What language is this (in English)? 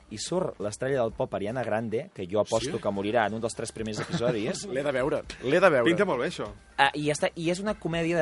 Catalan